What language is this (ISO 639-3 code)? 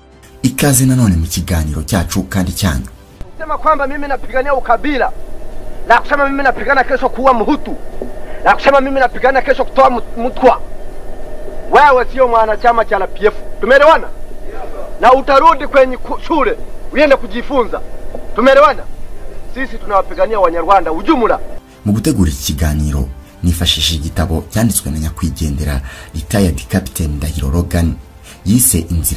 kin